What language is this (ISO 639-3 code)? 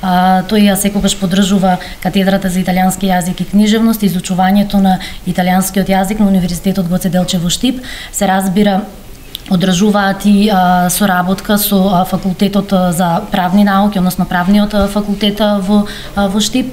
mkd